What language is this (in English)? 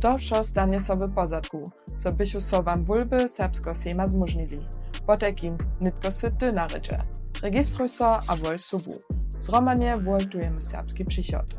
Upper Sorbian